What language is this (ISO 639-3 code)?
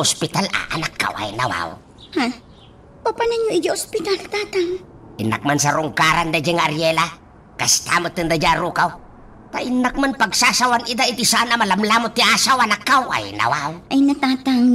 ilo